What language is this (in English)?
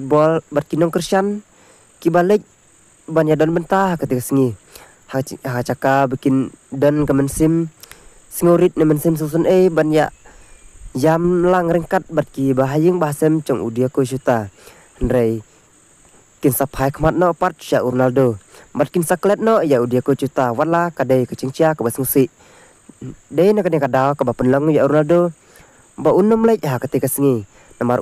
Khasi